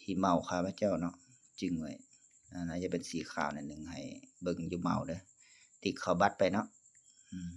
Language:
Lao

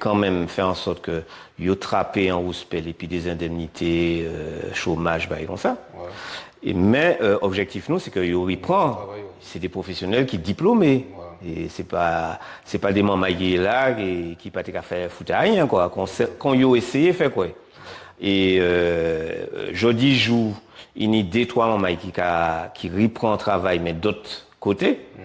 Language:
Guadeloupean Creole French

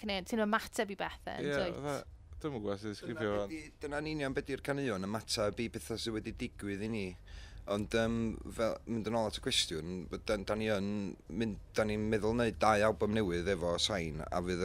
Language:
Welsh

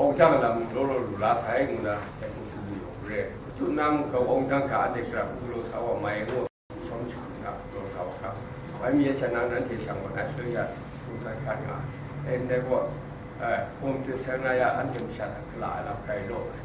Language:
Kachin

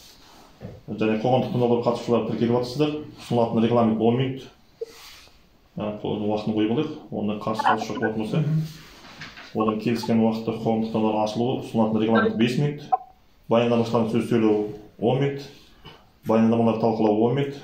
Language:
Kazakh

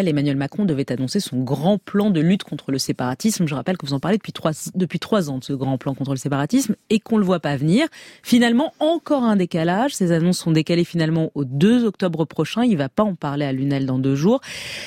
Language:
French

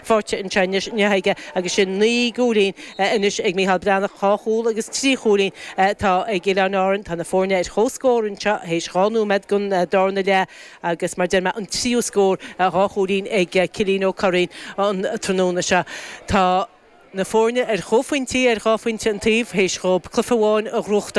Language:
Irish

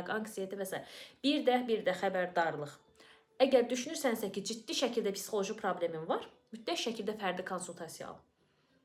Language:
Azerbaijani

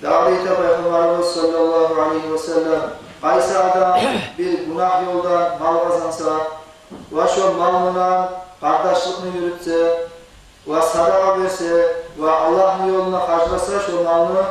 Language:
Kumyk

